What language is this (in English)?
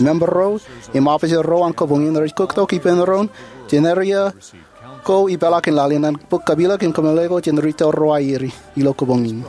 Marshallese